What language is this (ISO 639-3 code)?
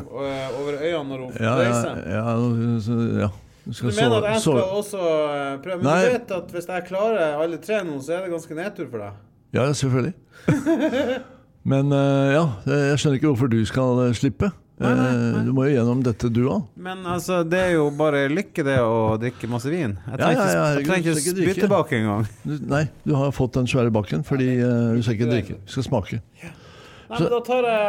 nor